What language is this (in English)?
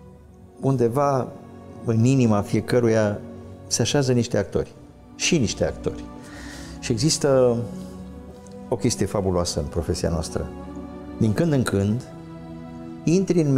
Romanian